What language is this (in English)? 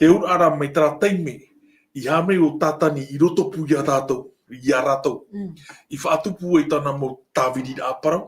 Tahitian